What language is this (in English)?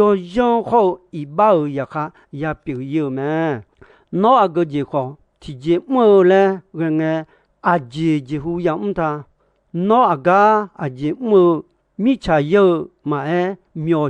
Akha